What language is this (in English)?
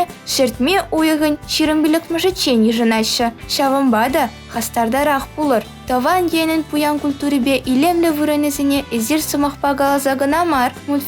Chuvash